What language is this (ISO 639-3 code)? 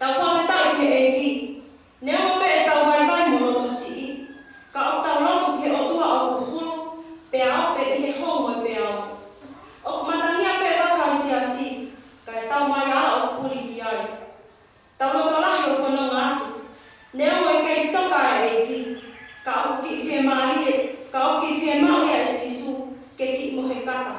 ton